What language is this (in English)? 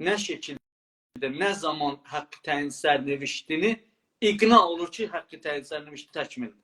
South Azerbaijani